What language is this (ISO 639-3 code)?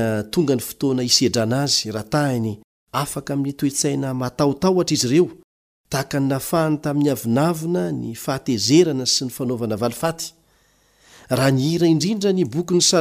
mlg